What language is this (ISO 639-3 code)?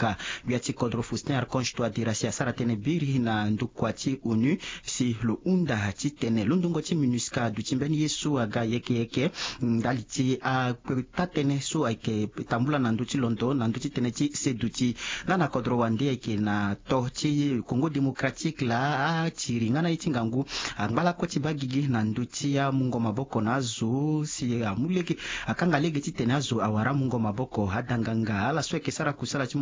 sag